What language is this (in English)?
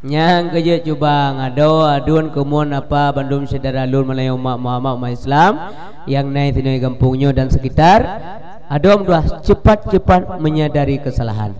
Achinese